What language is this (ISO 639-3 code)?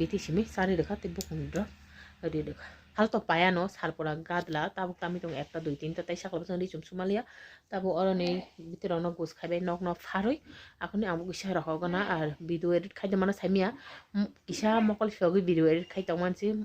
trp